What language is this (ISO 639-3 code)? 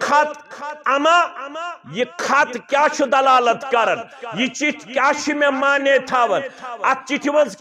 kas